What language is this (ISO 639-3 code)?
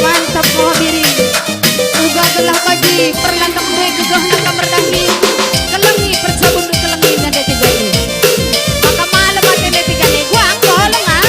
btx